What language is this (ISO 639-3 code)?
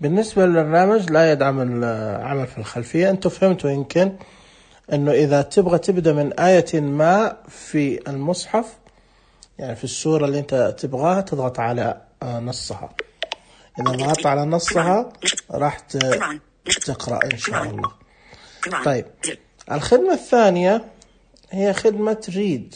ars